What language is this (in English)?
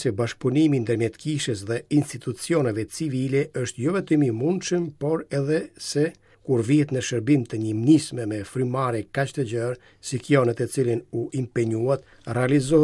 Albanian